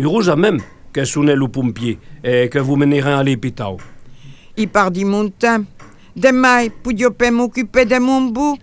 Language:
Occitan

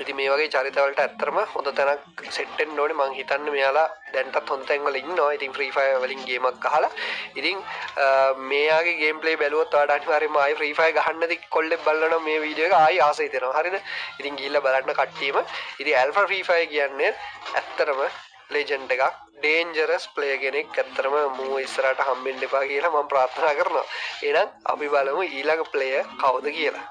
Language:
Sinhala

